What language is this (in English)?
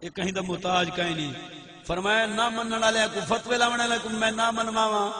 Saraiki